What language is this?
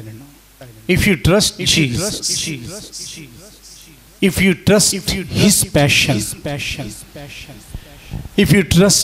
Telugu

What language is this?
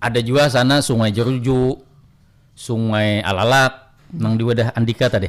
Banjar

